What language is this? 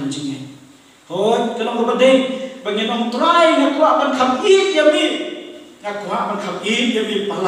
Khasi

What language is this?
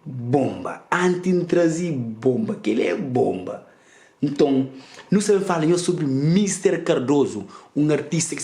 Kabuverdianu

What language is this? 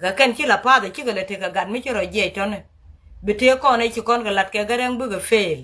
Nuer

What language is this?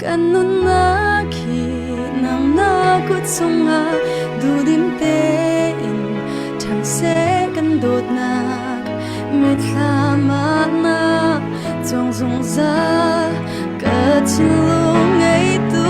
Hakha Chin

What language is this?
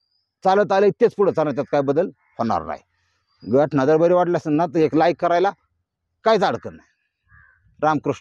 Marathi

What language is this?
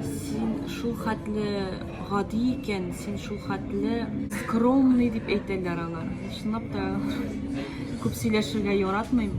Tatar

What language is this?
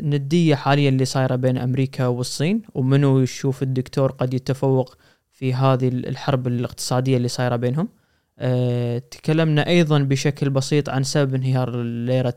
Gulf Arabic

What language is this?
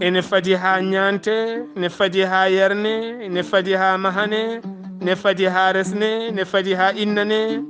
Fula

